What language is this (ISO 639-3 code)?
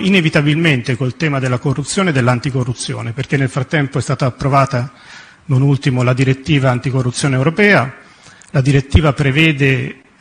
ita